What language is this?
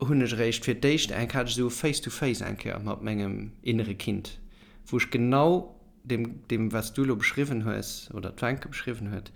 Luxembourgish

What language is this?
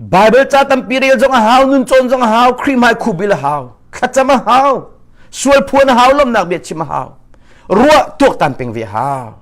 Hakha Chin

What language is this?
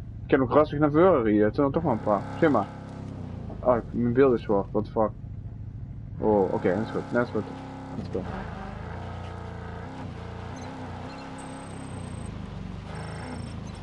Dutch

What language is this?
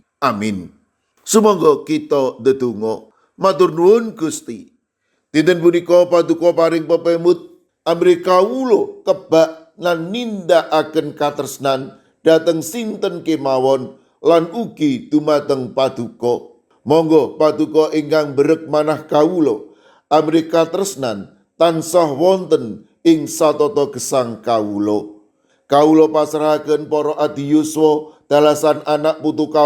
Javanese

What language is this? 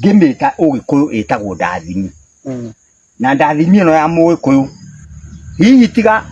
Kikuyu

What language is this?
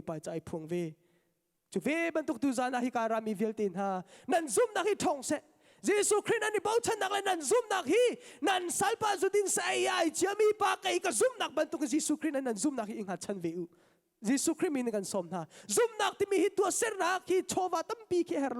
Hakha Chin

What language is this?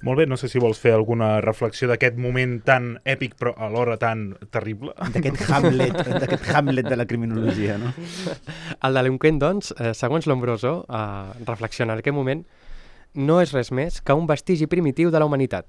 Catalan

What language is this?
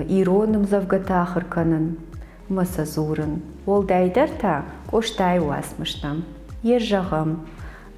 Ossetic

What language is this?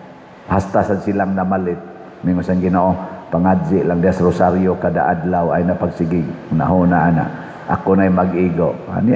Cebuano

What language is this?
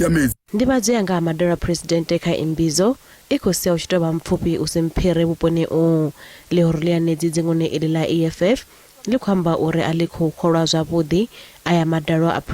Venda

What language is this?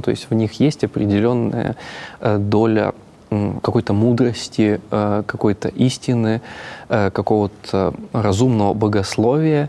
Russian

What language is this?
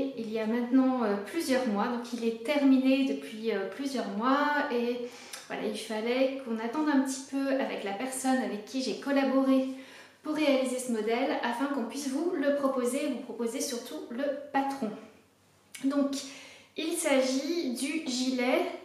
French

